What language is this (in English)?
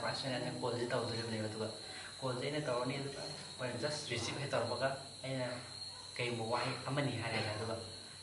Manipuri